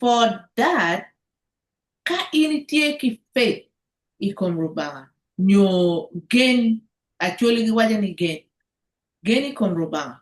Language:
Acoli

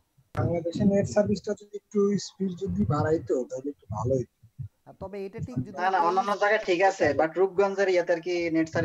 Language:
Bangla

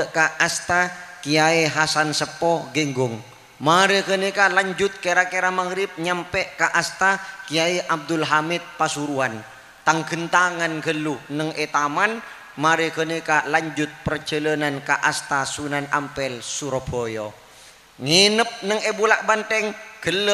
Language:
Madurese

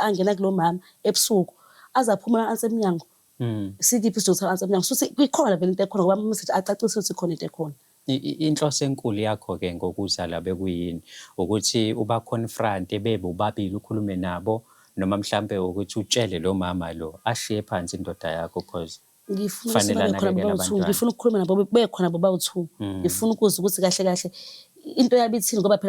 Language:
Zulu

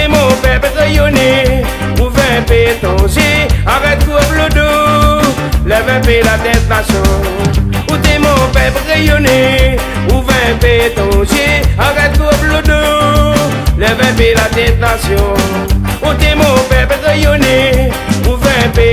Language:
Réunion Creole French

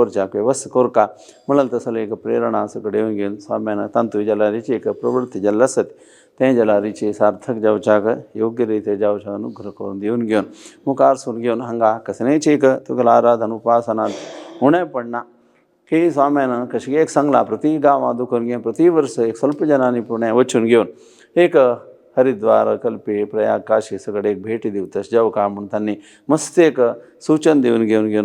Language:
Konkani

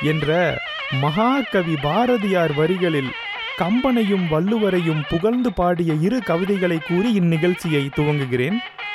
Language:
Tamil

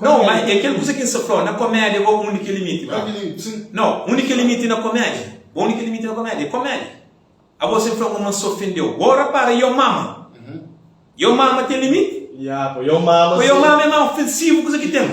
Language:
Kabuverdianu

